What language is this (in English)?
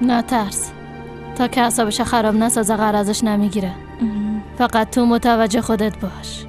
Persian